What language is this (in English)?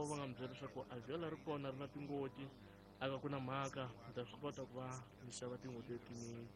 Tsonga